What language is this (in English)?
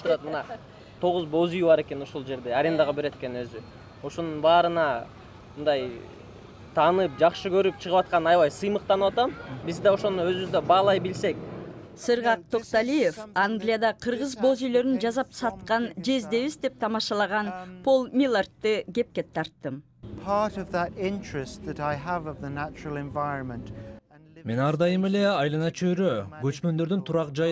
Kyrgyz